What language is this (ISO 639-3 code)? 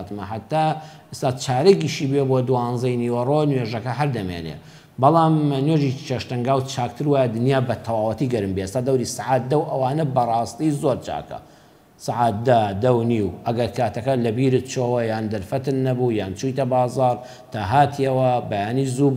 ckb